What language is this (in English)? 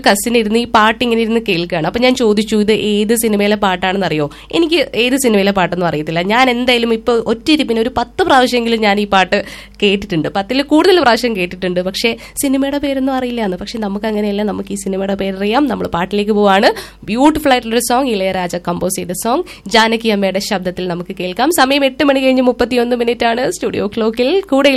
Malayalam